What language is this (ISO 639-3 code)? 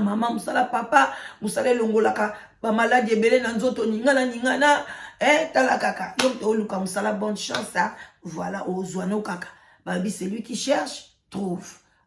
lin